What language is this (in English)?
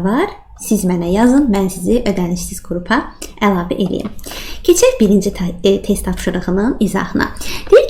Azerbaijani